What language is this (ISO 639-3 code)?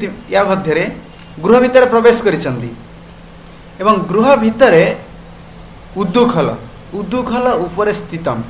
ori